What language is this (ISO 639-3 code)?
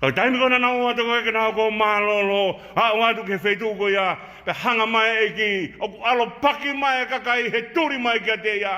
ton